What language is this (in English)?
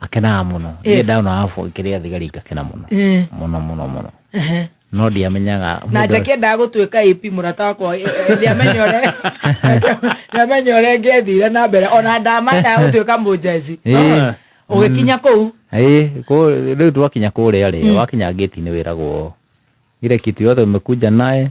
Kikuyu